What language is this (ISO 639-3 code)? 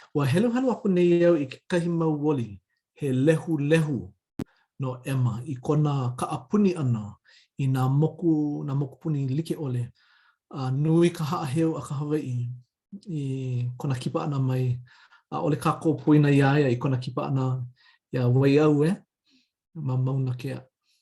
haw